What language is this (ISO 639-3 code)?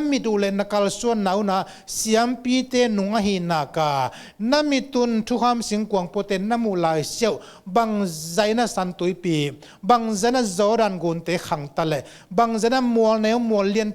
ctd